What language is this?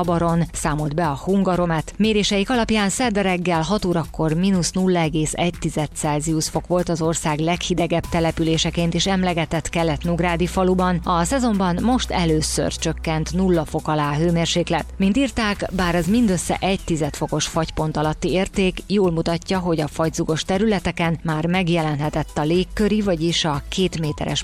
Hungarian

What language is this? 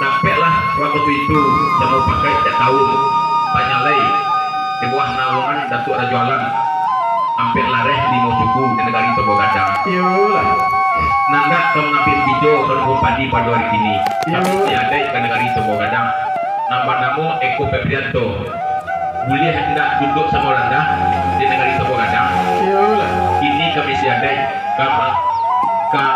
Minangkabau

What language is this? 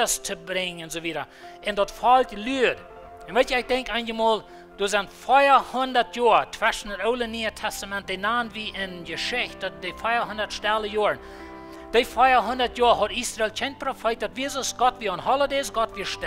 Plautdietsch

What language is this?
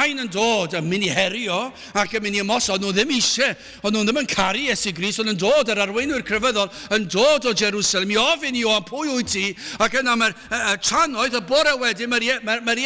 Welsh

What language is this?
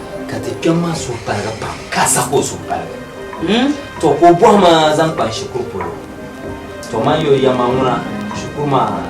Dagbani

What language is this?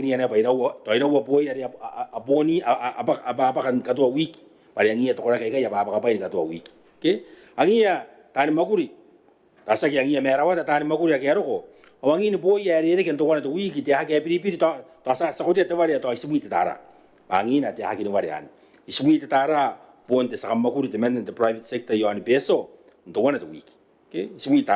Gilbertese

